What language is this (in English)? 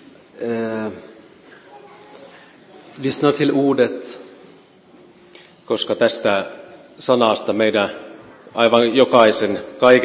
Finnish